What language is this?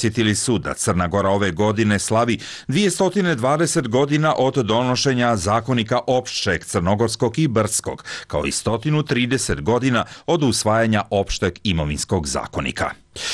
Croatian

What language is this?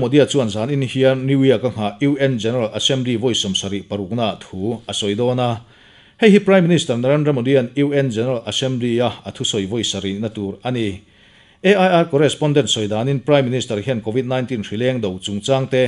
Mizo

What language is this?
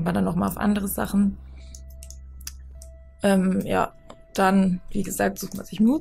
German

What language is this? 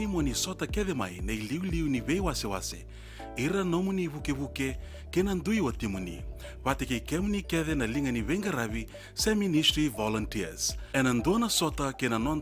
Fijian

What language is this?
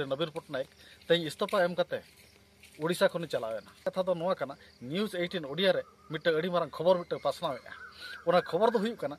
Santali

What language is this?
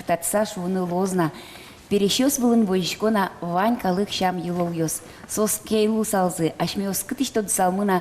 Udmurt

